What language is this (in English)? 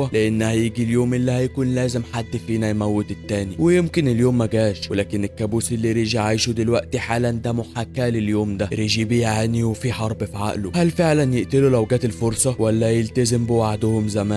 Egyptian Arabic